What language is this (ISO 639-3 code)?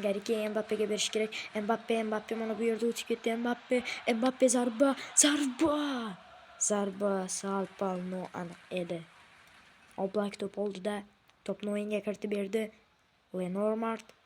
uzb